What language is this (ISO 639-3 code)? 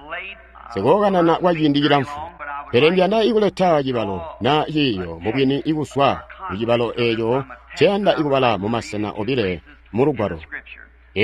toi